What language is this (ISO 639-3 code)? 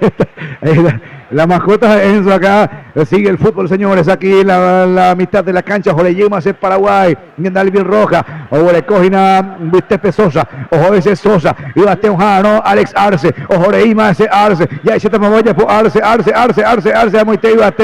grn